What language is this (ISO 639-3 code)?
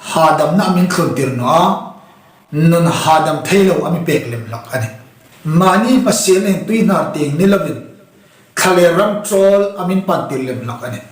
hmr